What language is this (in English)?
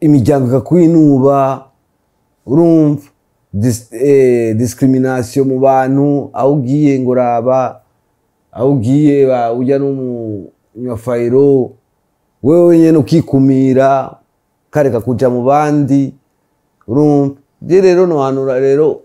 Rundi